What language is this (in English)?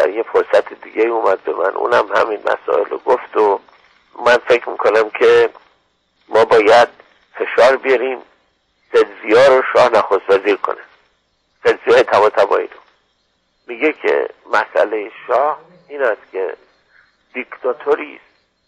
Persian